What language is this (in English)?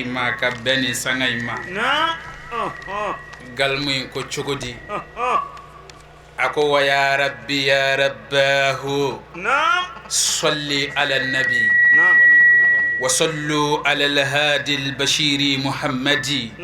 Bambara